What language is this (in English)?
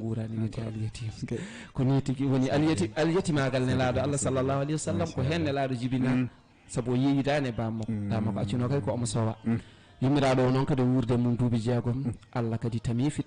Fula